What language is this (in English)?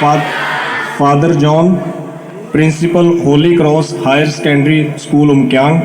Garo